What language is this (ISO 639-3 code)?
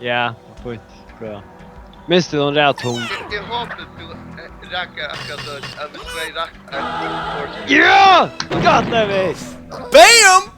fao